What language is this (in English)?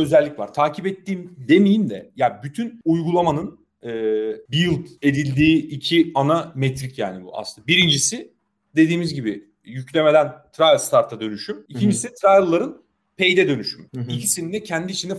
Turkish